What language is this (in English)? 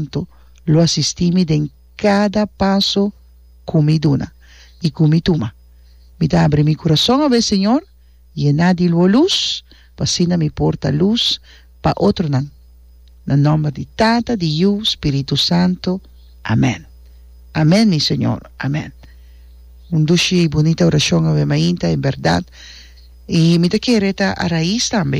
Papiamento